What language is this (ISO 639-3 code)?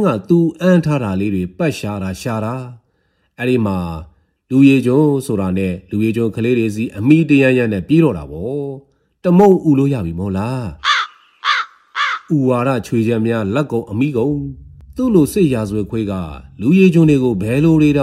mya